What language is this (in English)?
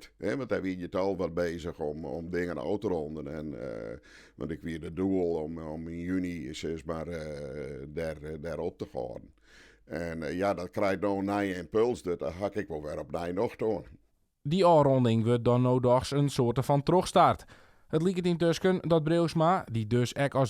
Western Frisian